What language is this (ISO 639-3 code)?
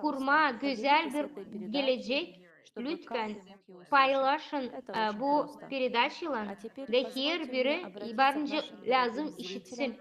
gag